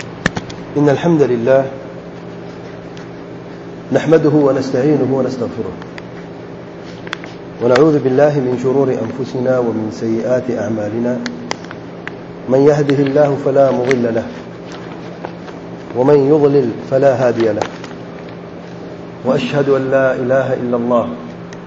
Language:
Urdu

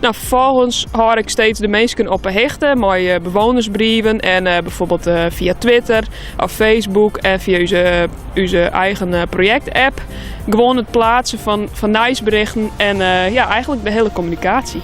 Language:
Western Frisian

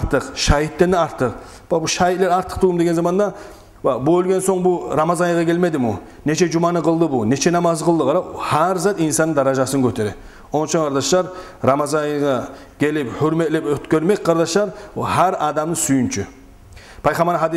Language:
Kumyk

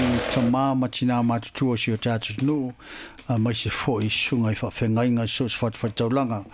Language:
Samoan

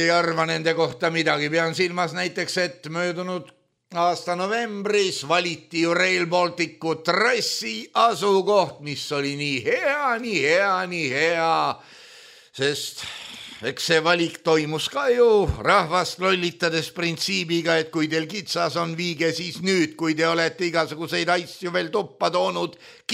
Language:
Estonian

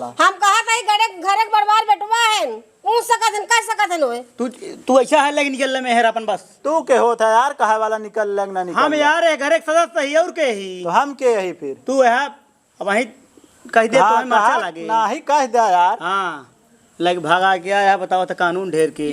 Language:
Awadhi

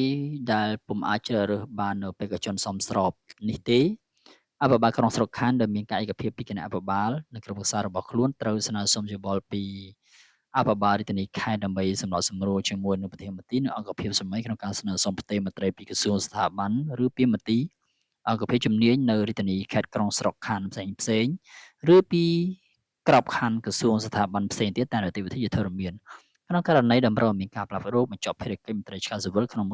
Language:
Khmer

